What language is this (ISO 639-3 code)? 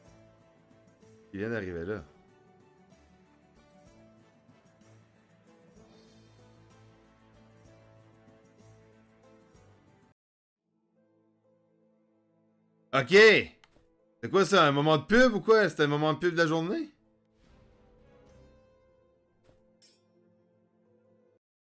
fra